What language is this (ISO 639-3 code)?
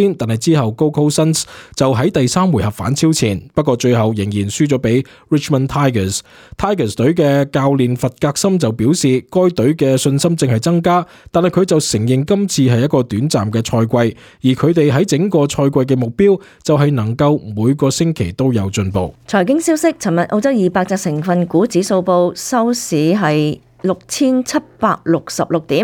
yue